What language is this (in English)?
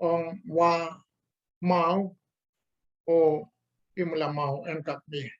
Pohnpeian